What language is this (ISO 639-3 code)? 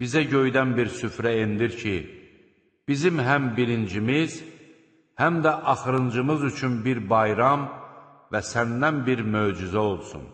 aze